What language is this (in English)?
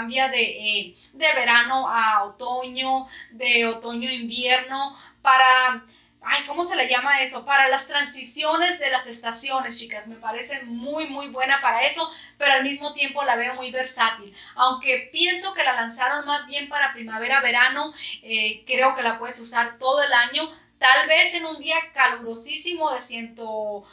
Spanish